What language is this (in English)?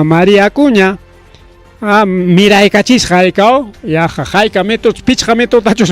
Ayacucho Quechua